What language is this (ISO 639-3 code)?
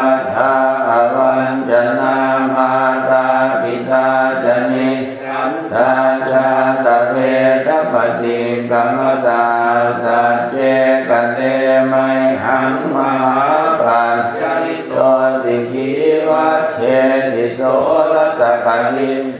pli